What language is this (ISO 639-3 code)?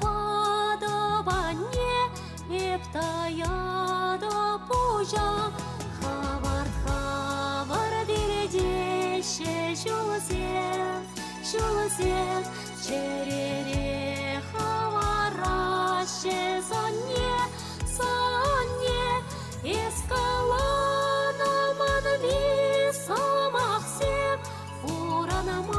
chv